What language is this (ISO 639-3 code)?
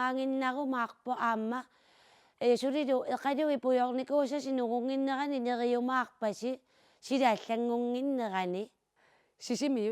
kal